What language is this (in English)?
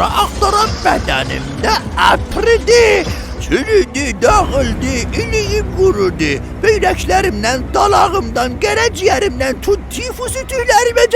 South Azerbaijani